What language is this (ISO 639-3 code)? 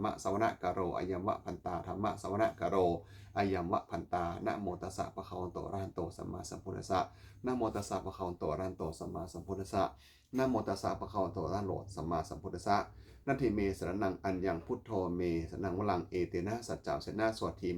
pli